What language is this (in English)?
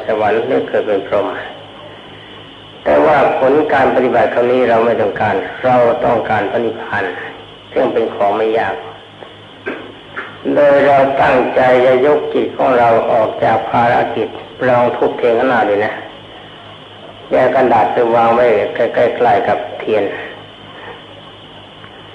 Thai